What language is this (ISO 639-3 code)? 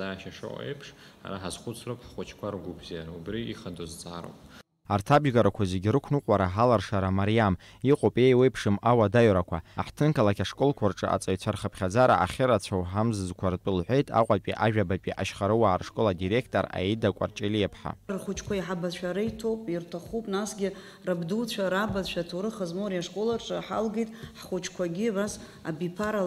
abk